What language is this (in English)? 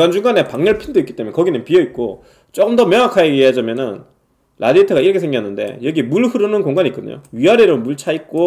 Korean